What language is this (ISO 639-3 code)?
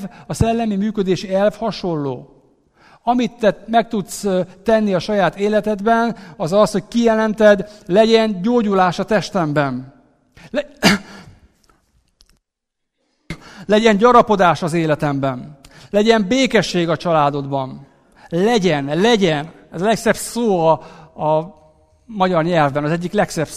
hun